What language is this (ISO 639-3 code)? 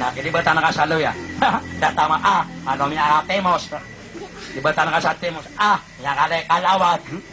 mrw